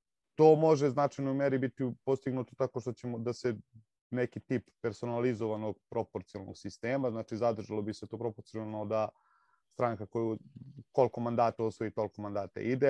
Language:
Serbian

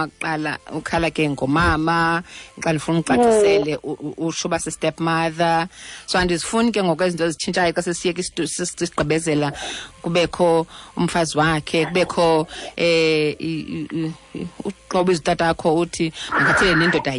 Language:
Xhosa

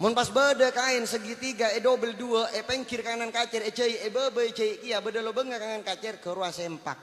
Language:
Madurese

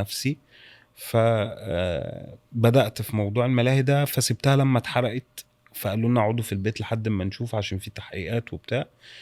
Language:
Egyptian Arabic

